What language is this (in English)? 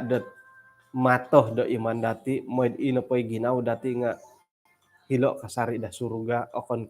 Central Dusun